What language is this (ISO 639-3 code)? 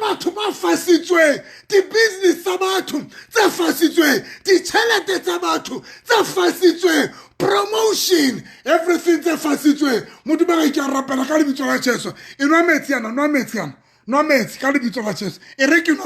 sot